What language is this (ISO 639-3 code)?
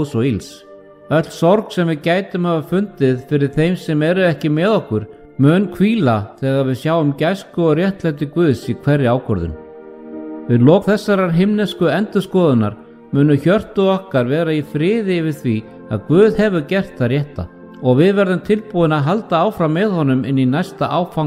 isl